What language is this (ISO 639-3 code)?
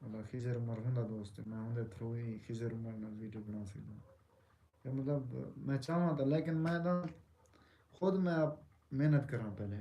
skr